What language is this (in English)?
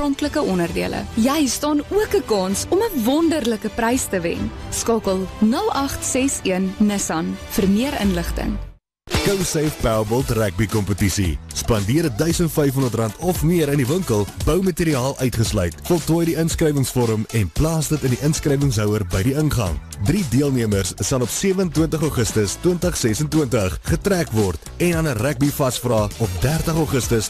Afrikaans